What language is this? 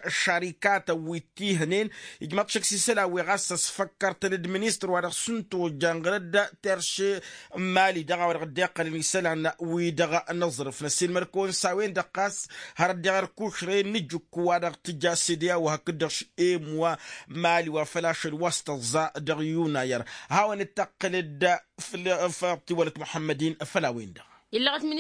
Tamasheq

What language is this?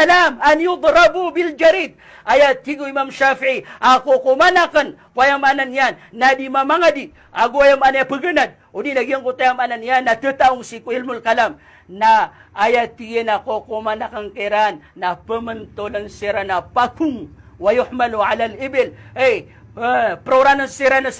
Maranao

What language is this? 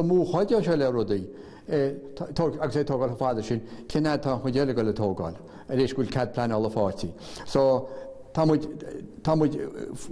Irish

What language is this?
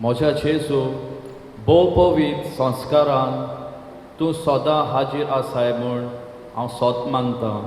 Konkani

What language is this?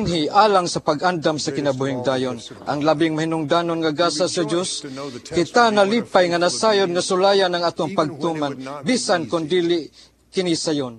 Cebuano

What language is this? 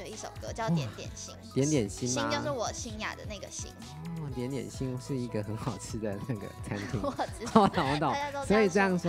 Chinese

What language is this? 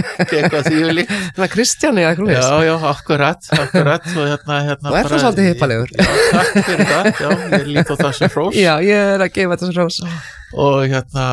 Icelandic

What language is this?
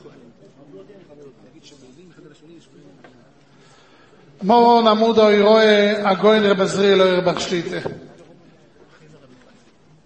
Hebrew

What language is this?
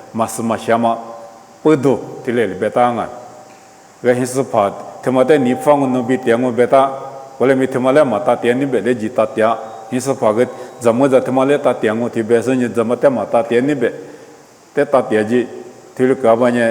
Lisu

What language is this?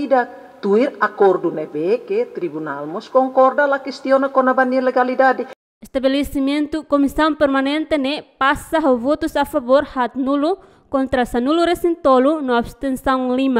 Tetum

